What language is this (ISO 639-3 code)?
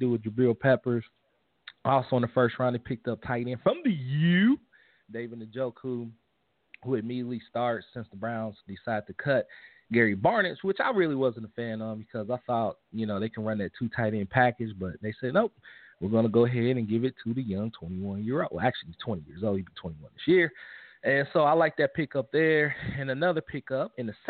eng